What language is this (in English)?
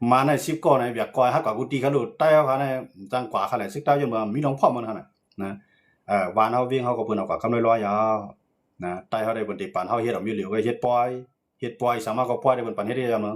Shan